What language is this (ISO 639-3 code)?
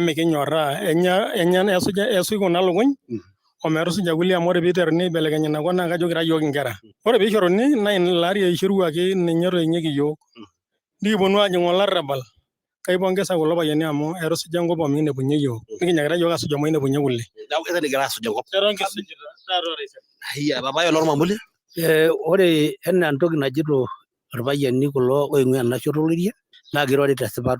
mas